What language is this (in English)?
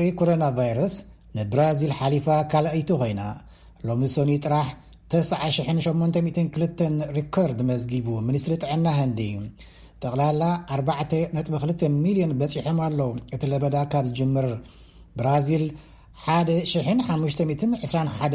Tigrinya